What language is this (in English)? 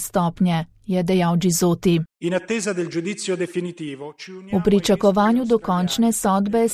Slovenian